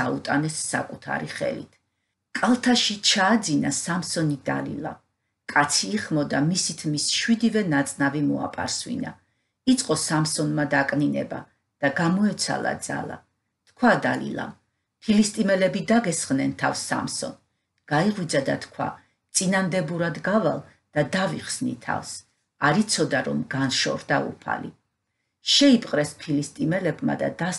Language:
Georgian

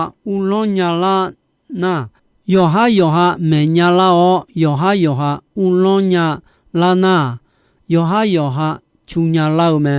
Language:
Akha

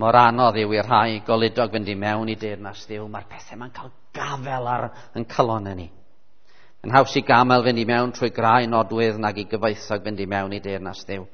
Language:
Welsh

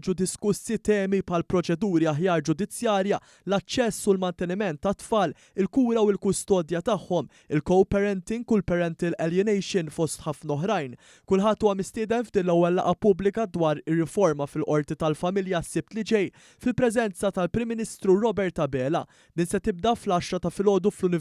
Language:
Maltese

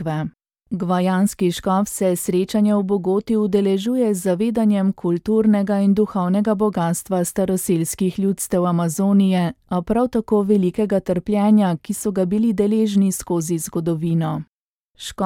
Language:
Slovenian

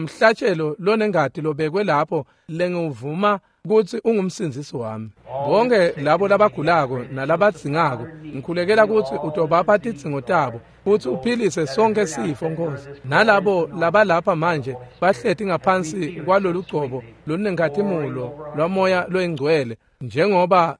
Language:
Swati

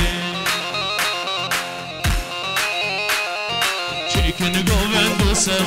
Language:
Persian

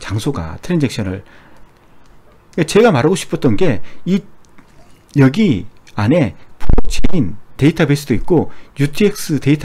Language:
Korean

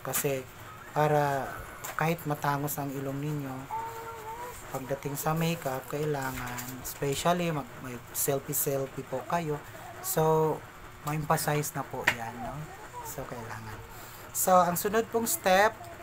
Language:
Filipino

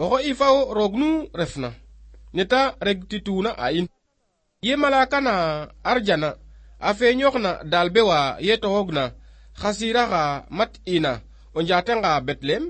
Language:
Serer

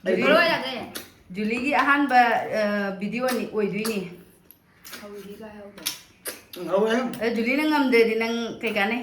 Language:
Manipuri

